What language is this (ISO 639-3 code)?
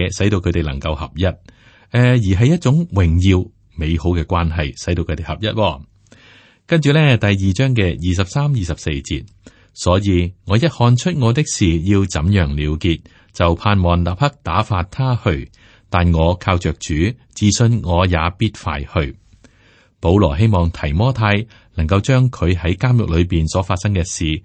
yue